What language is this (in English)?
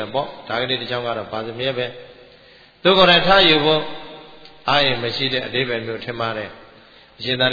Burmese